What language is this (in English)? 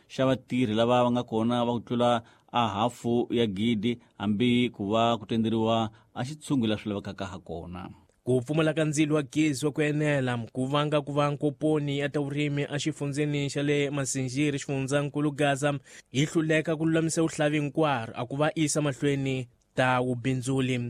Tsonga